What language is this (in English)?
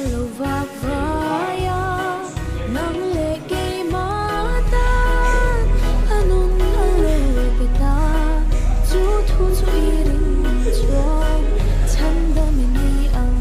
Hmar